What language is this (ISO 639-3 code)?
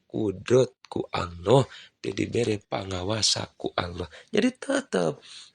sun